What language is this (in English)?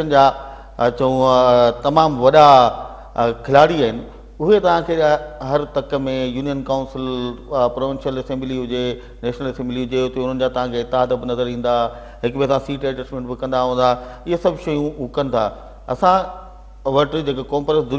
Sindhi